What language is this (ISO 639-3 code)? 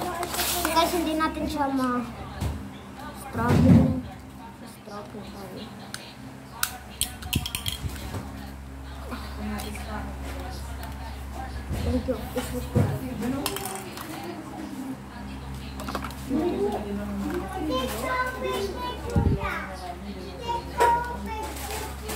fil